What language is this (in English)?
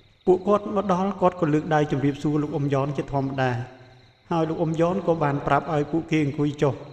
Khmer